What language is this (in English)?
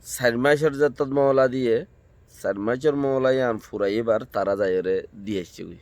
Rohingya